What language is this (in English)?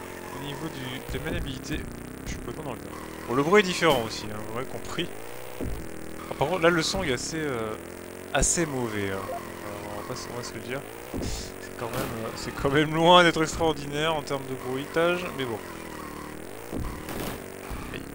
French